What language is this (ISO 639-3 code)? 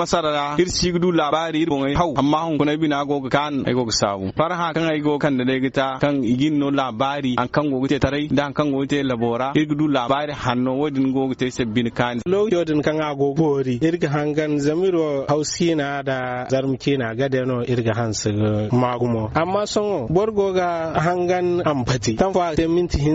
dje